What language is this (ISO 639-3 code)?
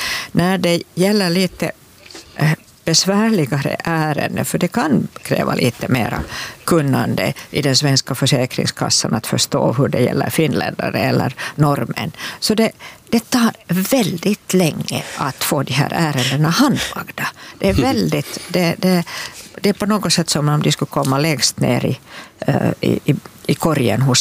swe